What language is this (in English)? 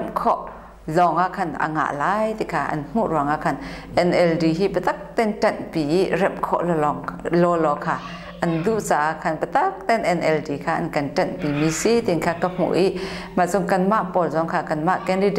Hakha Chin